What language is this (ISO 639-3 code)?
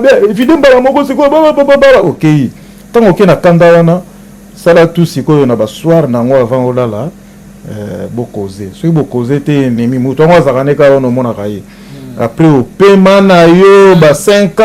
lin